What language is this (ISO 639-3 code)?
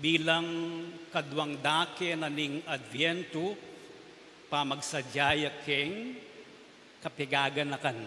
pam